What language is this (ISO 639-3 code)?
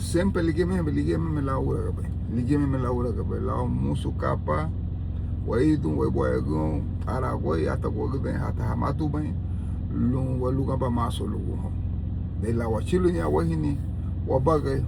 cab